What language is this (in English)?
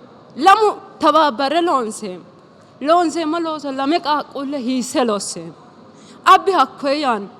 Sidamo